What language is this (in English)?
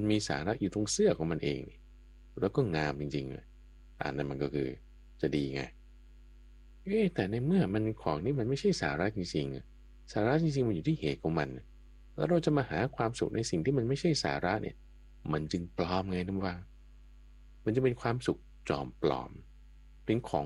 Thai